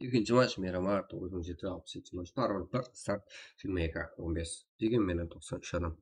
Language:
Kara-Kalpak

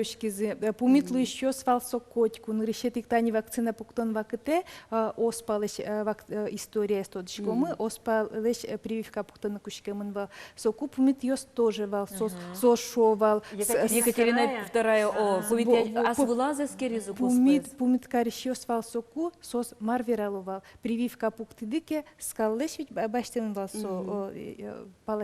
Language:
Udmurt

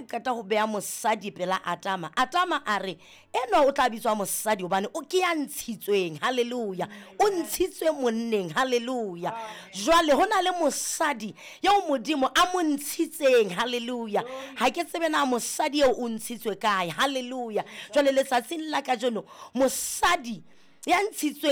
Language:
Southern Sotho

